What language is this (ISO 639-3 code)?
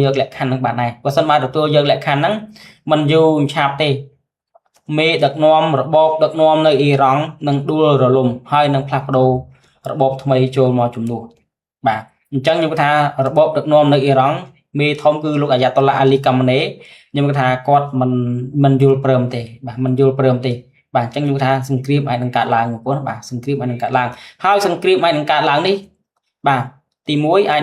khm